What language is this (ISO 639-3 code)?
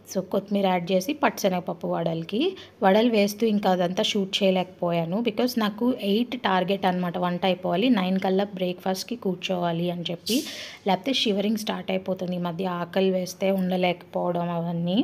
tel